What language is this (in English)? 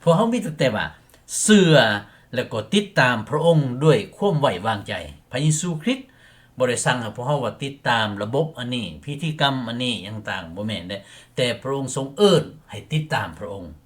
Lao